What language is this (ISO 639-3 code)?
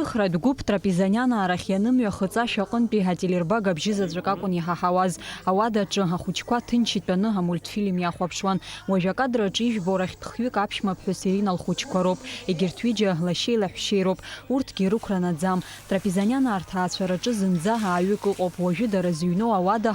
abk